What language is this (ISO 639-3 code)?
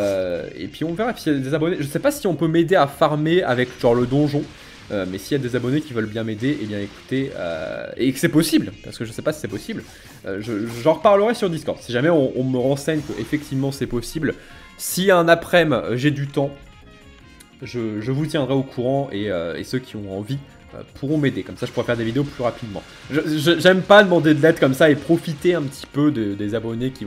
fra